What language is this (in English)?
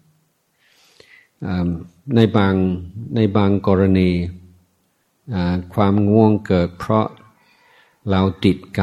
Thai